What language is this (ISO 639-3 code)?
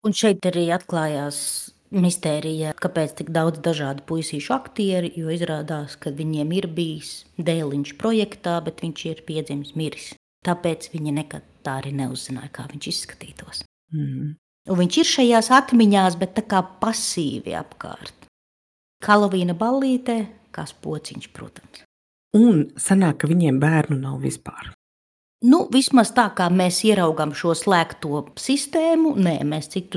lav